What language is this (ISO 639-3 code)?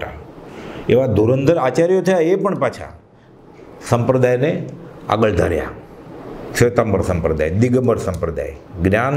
guj